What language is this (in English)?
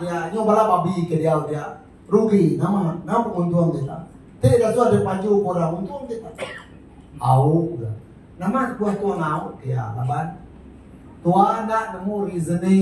Iban